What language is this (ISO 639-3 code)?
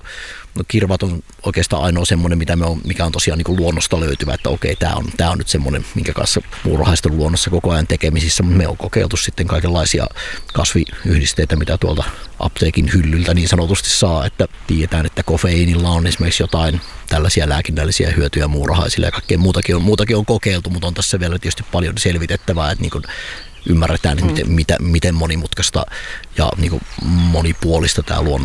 fin